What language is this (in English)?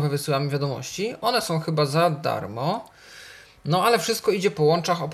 Polish